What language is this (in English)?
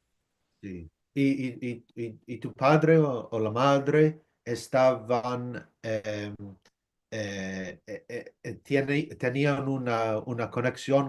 Ladino